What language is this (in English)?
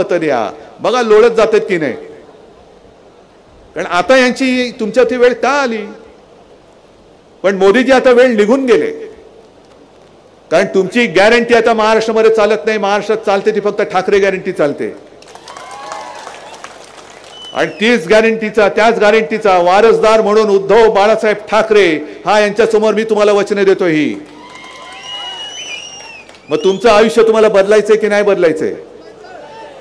Marathi